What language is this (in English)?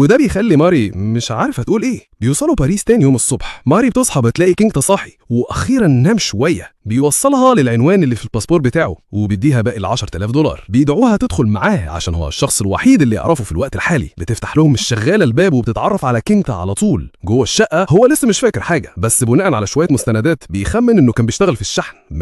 Egyptian Arabic